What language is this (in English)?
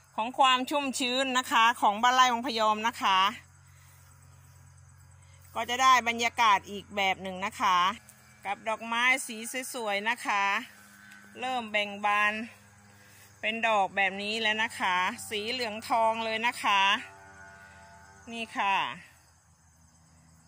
Thai